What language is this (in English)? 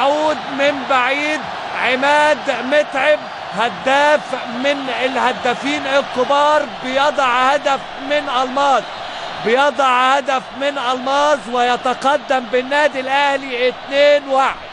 Egyptian Arabic